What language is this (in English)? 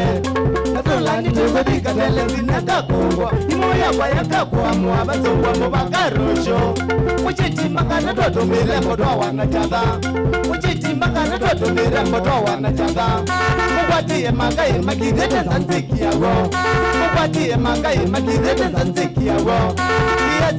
Kamba